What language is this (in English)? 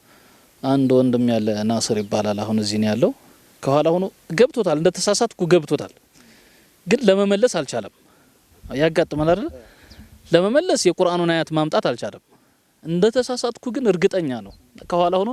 Amharic